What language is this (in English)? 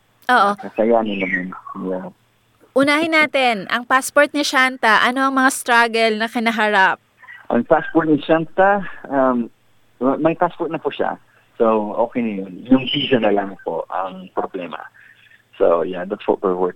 Filipino